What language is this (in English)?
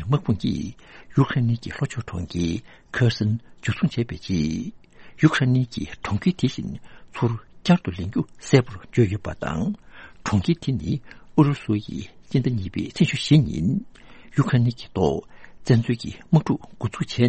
Tibetan